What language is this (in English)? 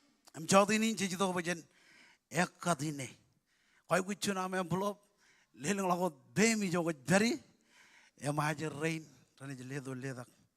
Marshallese